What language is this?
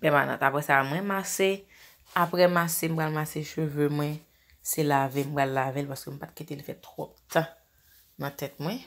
Haitian Creole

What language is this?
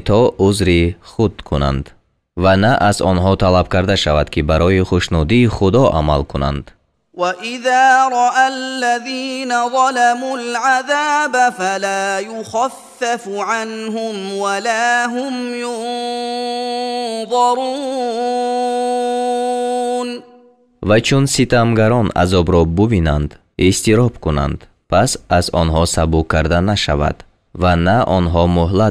Tajik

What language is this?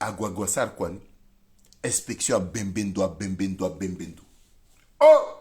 Sango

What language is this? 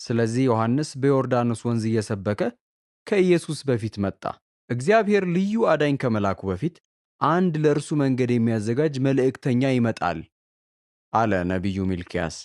Amharic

